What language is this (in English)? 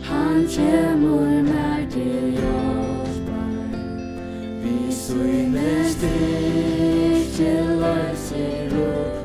Faroese